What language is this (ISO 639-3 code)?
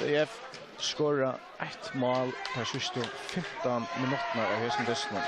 fao